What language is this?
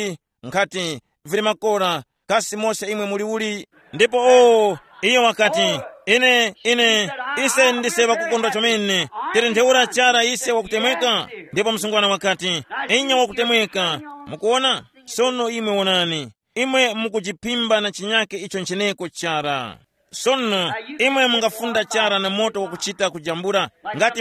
Tumbuka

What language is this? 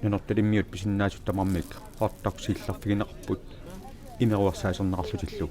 Kalaallisut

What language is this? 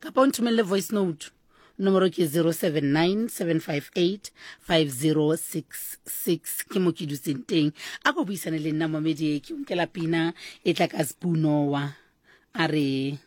Southern Sotho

